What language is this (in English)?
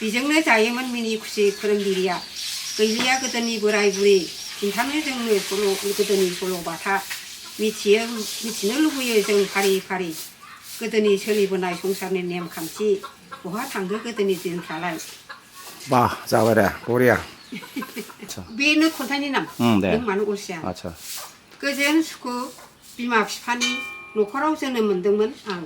Bodo